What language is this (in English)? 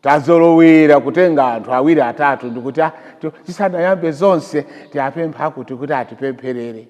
Nyanja